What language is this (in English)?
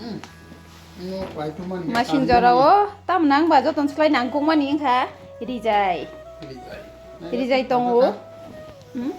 Kok Borok